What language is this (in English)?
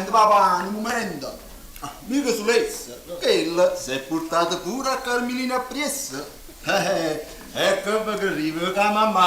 Neapolitan